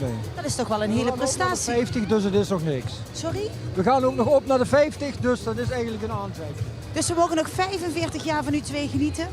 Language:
Limburgish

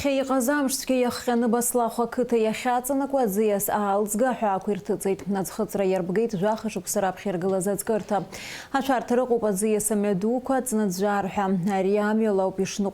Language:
Abkhazian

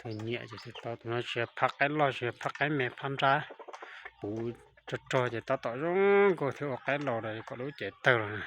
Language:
Hmong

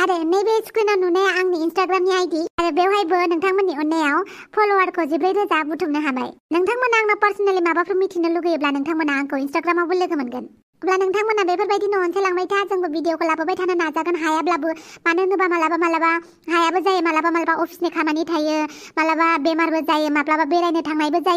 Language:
Bodo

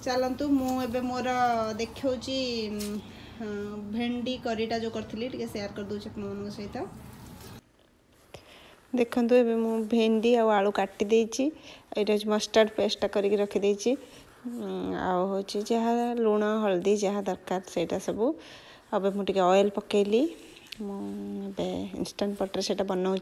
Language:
Odia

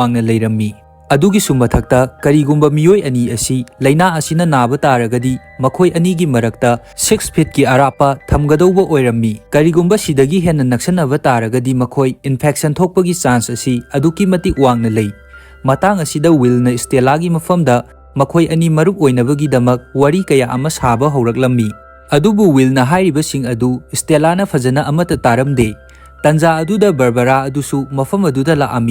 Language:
Manipuri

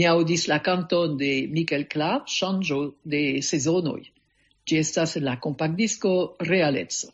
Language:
Esperanto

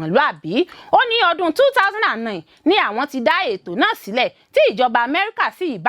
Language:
Yoruba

